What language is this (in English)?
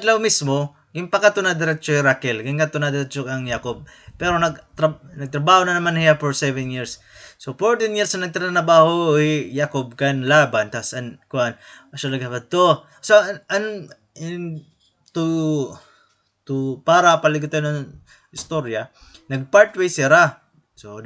Waray